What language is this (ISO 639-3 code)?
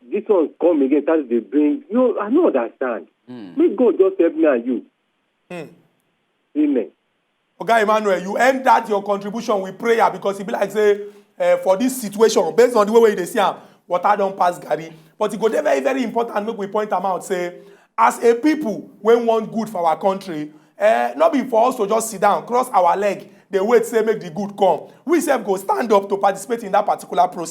pcm